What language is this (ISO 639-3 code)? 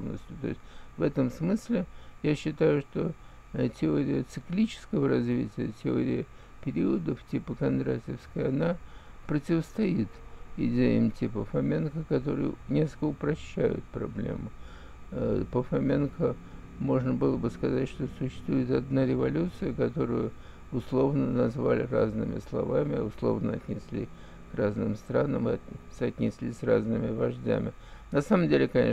rus